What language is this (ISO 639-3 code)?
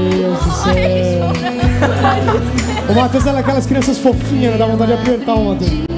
por